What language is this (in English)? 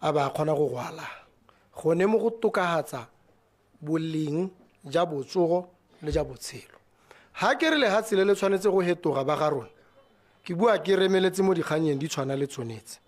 Tswana